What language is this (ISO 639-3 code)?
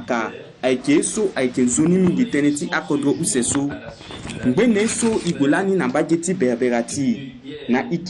sag